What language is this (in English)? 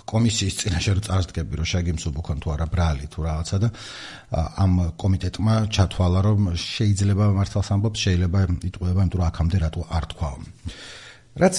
Georgian